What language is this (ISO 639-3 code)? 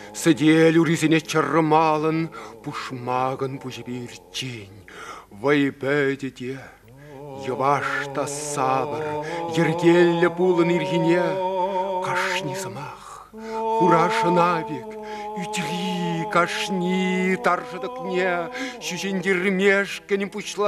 chv